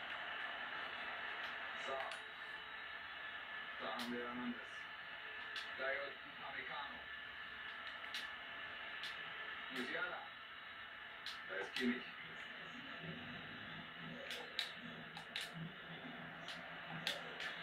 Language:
German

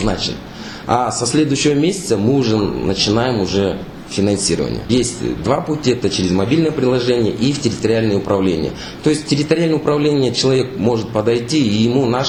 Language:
Russian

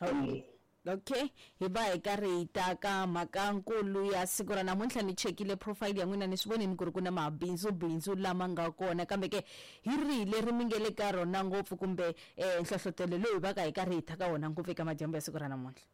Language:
Tsonga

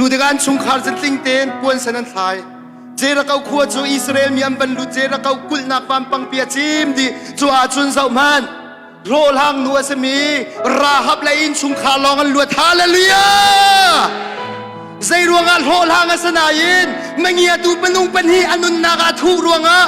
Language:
Hakha Chin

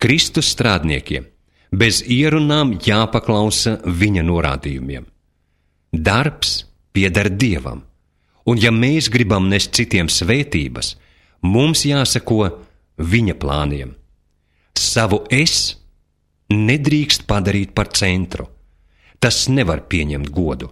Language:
Latvian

